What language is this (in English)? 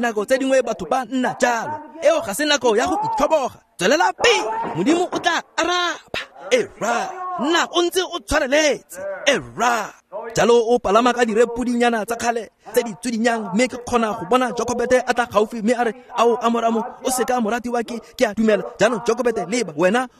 Tswana